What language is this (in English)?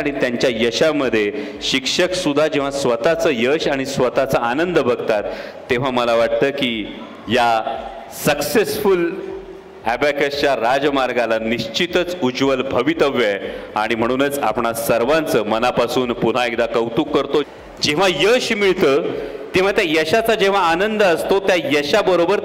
Marathi